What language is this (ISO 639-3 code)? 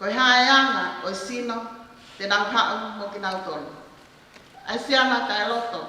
ton